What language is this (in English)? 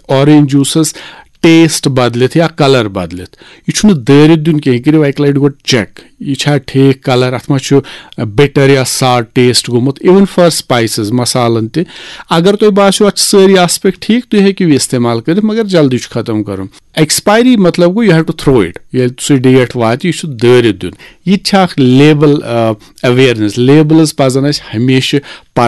Kashmiri